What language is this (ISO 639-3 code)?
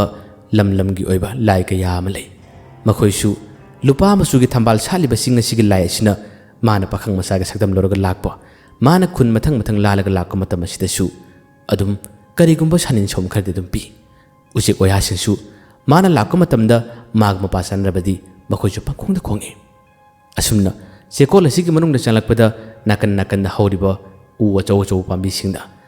mni